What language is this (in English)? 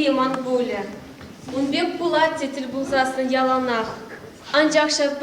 Chuvash